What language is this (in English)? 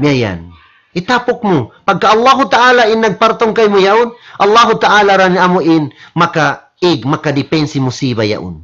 Tausug